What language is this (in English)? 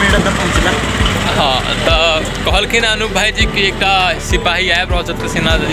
Maithili